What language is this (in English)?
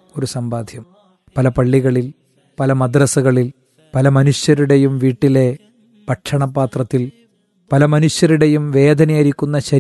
Malayalam